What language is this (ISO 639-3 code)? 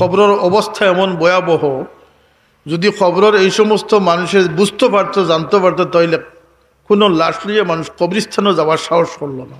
syl